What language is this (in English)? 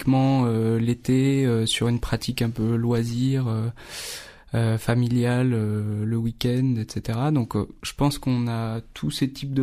French